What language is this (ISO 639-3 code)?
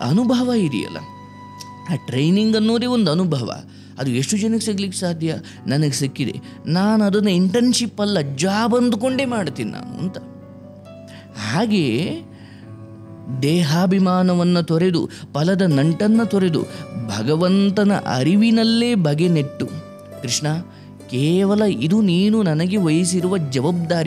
kan